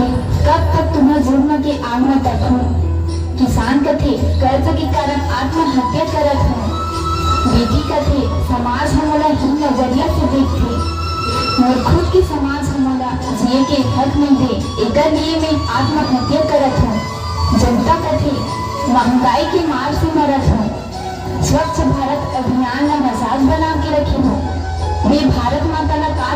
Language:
Chhattisgarhi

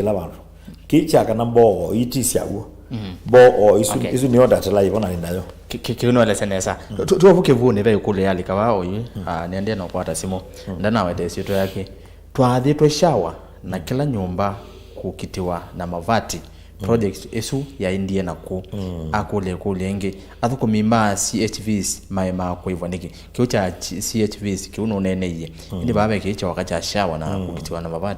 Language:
Kamba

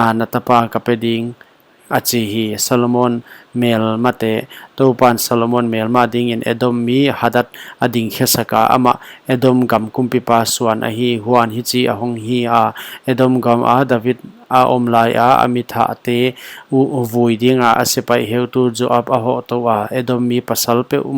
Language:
Paite Chin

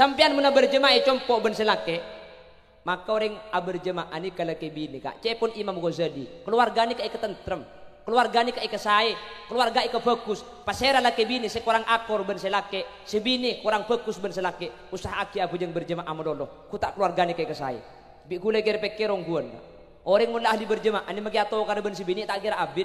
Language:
Madurese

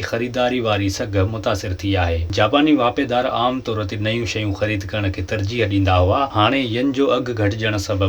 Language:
Sindhi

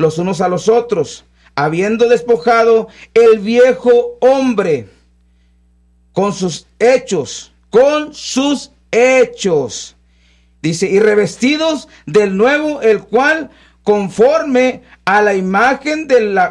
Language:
Spanish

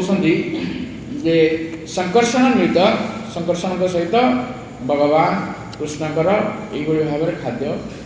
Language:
Odia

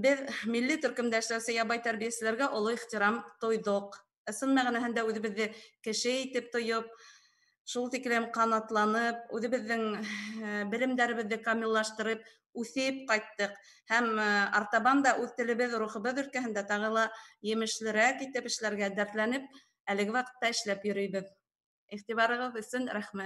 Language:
Bashkir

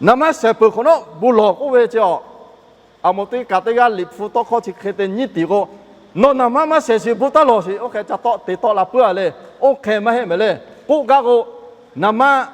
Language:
Lahu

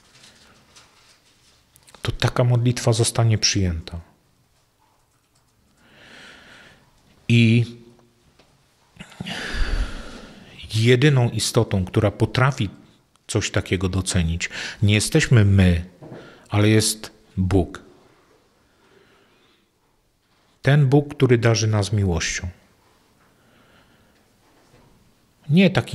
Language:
Polish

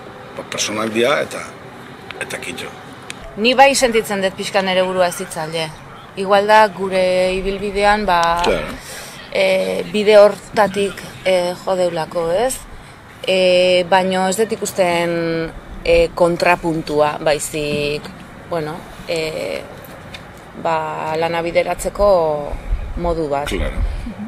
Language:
Basque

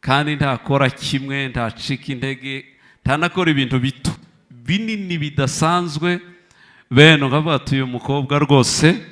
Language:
Kinyarwanda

